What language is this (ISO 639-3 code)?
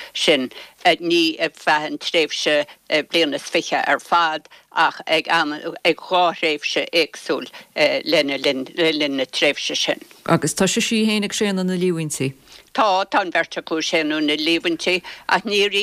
gle